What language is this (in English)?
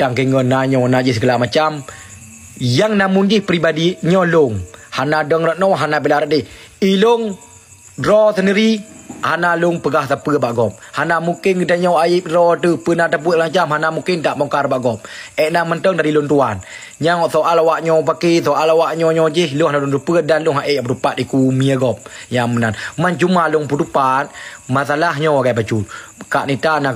Achinese